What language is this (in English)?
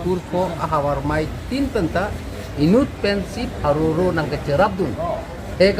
Karbi